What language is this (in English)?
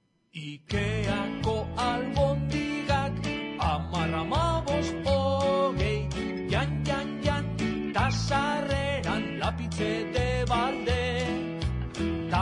Basque